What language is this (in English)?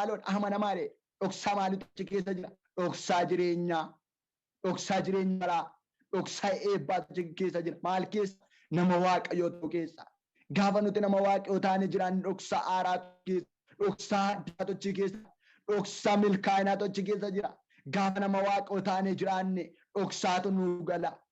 Oromo